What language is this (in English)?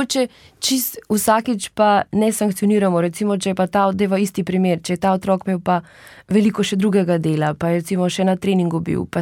Slovenian